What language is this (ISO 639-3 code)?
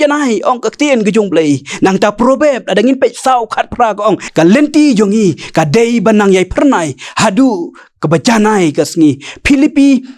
kha